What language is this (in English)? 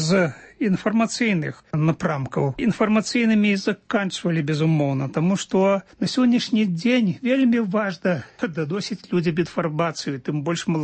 Belarusian